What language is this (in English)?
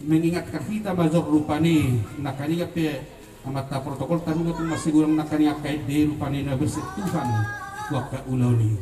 Batak Toba